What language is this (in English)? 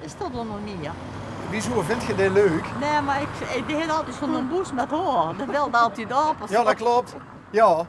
Limburgish